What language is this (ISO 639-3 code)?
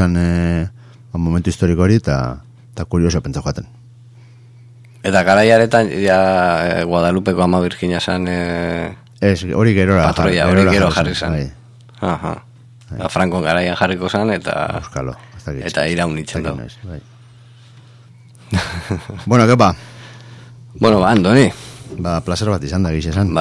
eus